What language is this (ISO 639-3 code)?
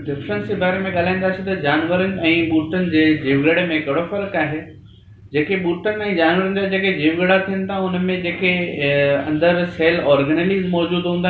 snd